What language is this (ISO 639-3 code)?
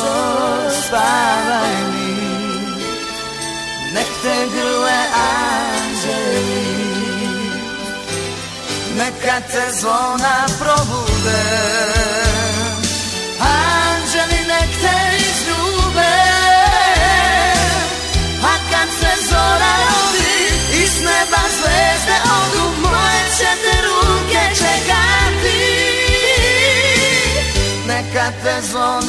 srp